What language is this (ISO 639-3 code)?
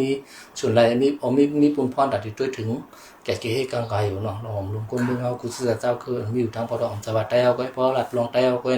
shn